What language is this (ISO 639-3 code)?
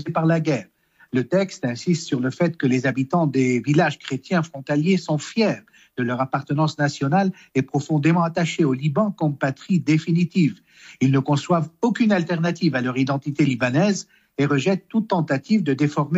fra